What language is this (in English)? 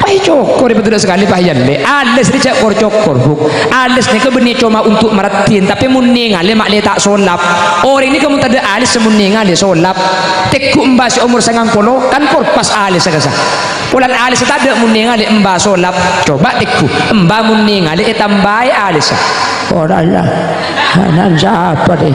Madurese